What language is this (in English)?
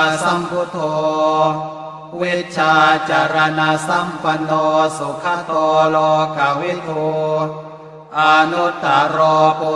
Pali